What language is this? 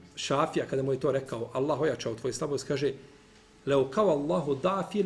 Bosnian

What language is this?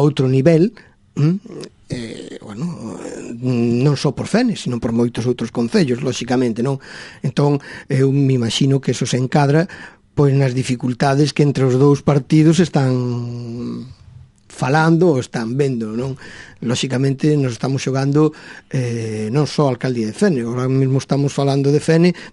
Galician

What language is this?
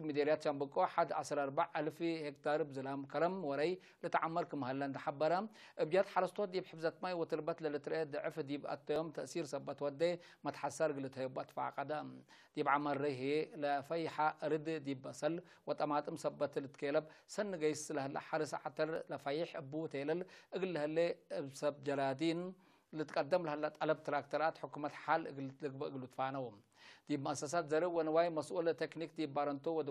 Tigre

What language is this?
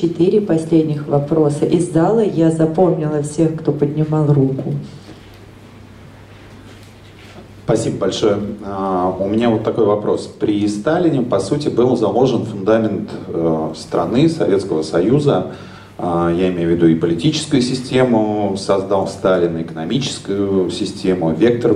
Russian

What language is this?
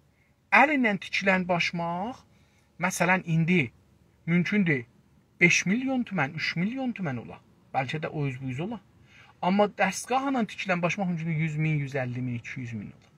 South Azerbaijani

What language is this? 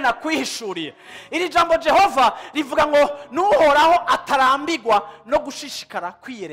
Rundi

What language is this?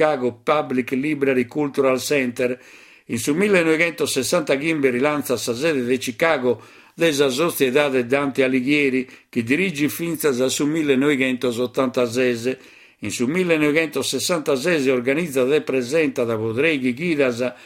Sardinian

